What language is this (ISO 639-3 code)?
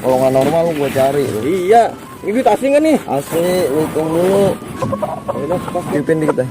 bew